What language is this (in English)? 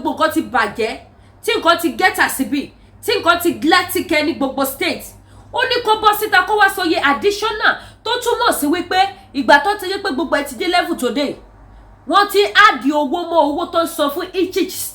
Yoruba